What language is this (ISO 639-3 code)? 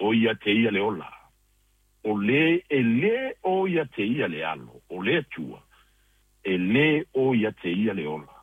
smo